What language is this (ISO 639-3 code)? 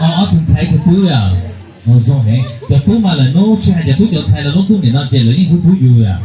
hmn